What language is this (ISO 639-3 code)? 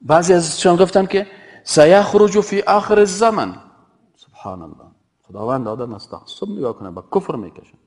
fas